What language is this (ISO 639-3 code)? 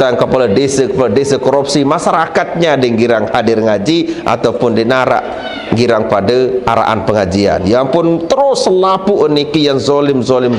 sas